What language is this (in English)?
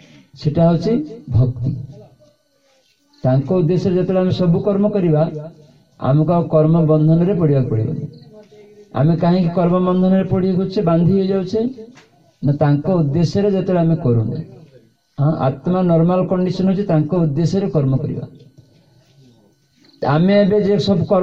Odia